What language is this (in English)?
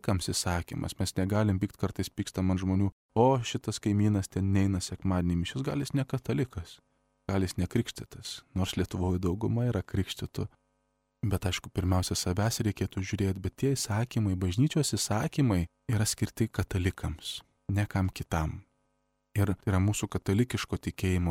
Lithuanian